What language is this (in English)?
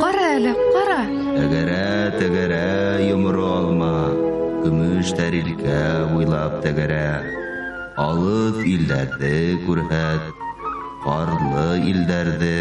Bashkir